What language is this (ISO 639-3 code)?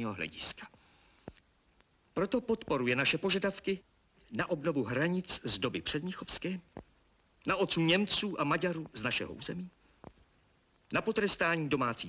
slk